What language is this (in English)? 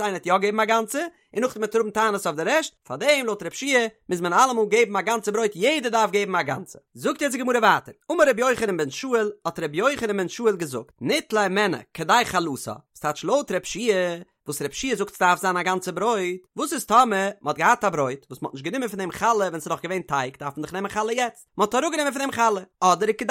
Yiddish